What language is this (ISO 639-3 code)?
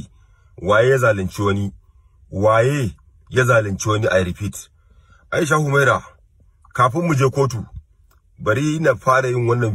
hau